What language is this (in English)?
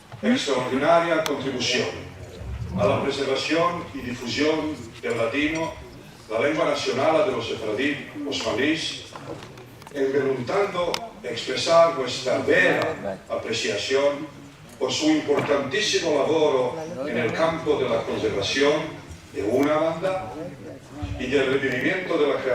Ladino